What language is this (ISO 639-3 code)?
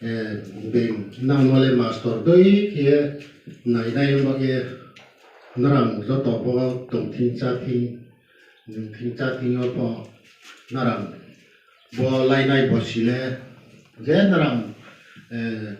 ria